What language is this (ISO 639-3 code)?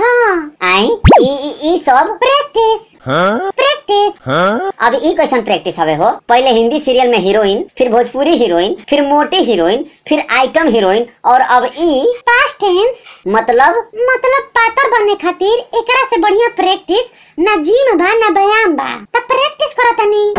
bho